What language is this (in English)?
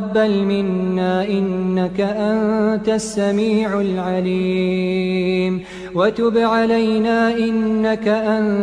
Arabic